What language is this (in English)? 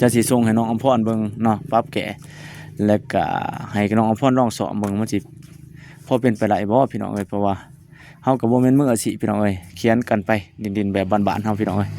Lao